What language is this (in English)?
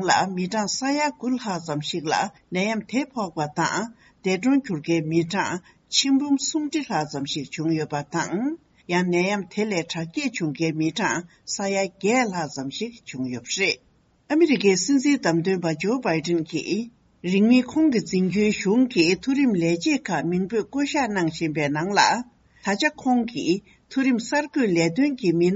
Tibetan